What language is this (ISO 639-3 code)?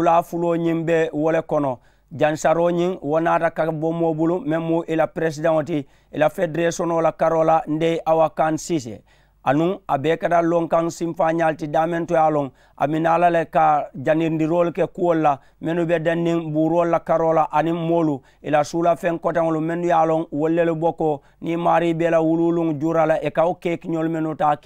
man